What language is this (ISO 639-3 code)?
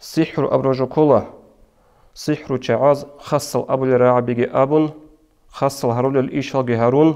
ava